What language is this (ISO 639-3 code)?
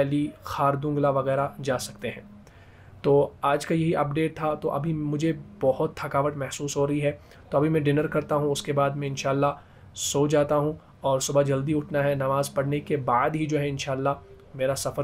hin